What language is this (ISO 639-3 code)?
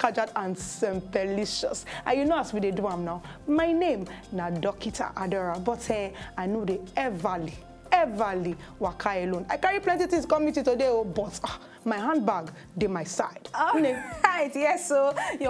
pcm